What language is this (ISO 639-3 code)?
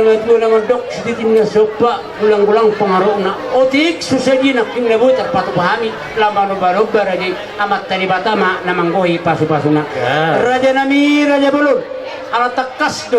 bbc